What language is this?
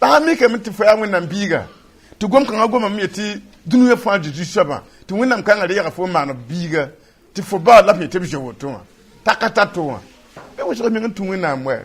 Mossi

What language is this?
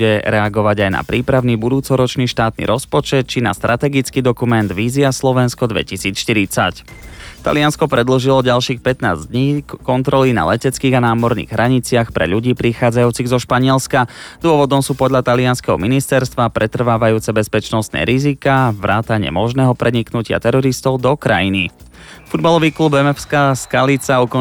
Slovak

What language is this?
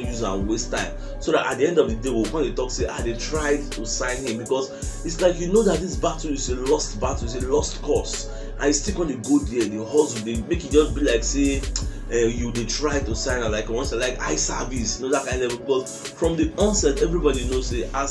Nigerian Pidgin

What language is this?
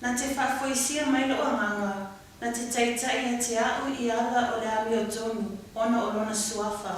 Samoan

